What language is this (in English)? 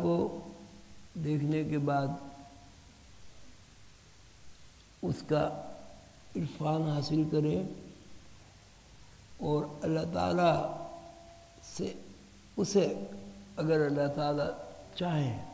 Urdu